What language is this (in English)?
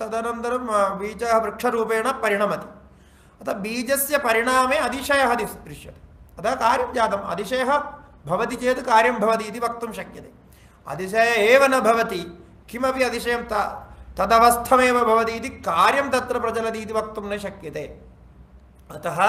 Sanskrit